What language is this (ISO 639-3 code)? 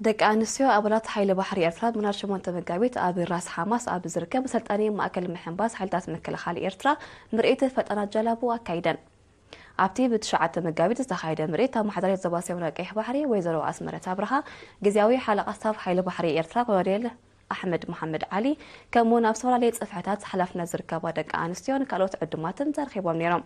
tir